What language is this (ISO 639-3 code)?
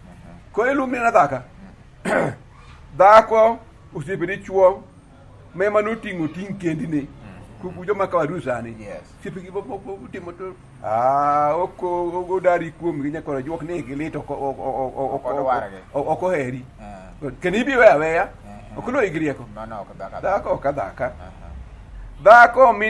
luo